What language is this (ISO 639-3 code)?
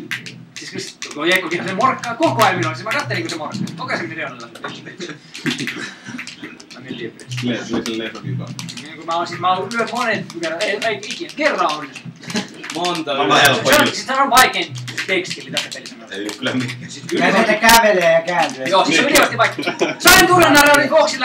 fin